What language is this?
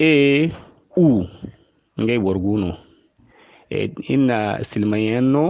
Zarma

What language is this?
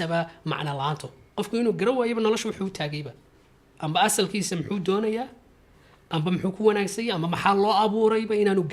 Somali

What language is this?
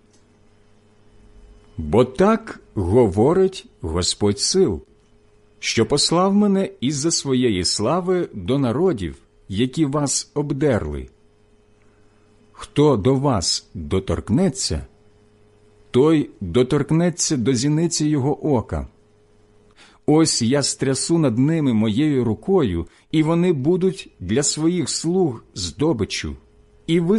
Ukrainian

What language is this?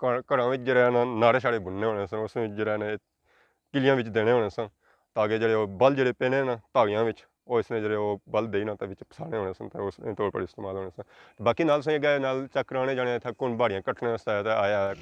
Pahari-Potwari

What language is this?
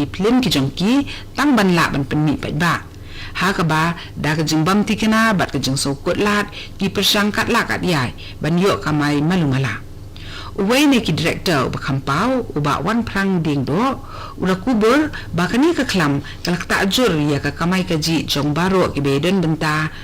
Khasi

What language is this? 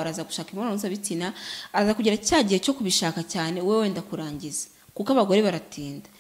Kinyarwanda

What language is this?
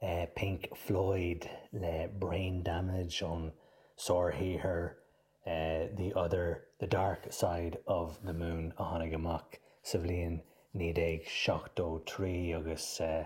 Irish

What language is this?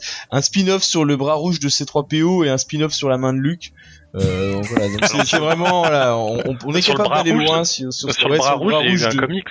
French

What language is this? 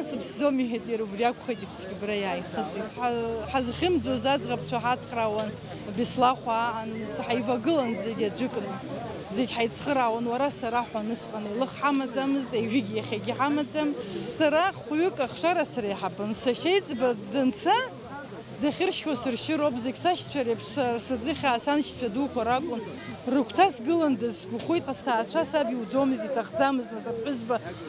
Abkhazian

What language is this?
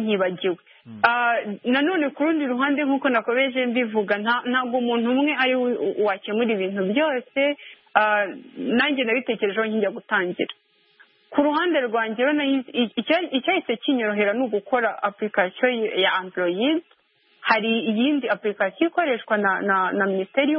Kinyarwanda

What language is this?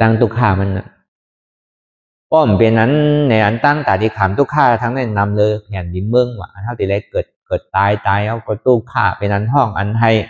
Shan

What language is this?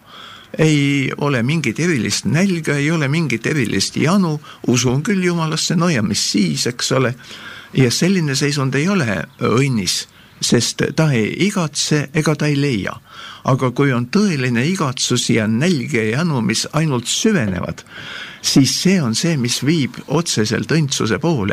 Estonian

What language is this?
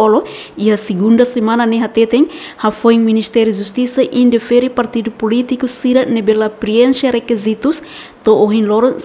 Tetum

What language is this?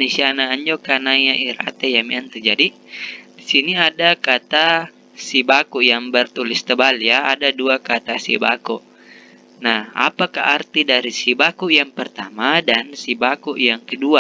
Makasar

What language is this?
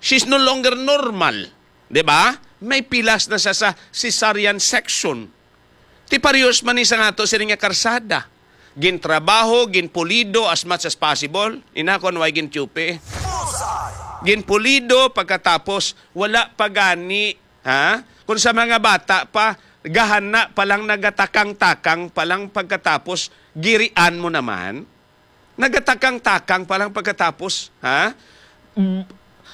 Hiligaynon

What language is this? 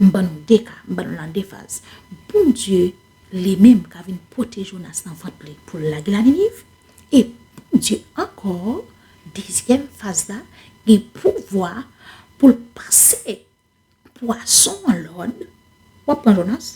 Haitian Creole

